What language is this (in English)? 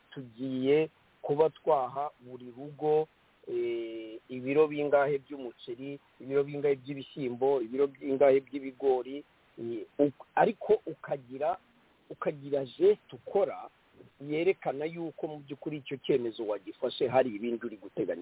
Kinyarwanda